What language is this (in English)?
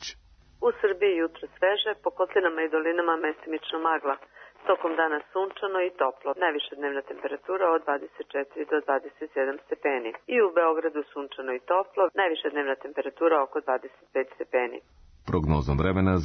Serbian